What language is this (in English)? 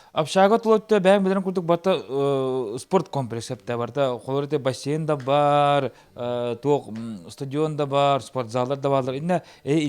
Yakut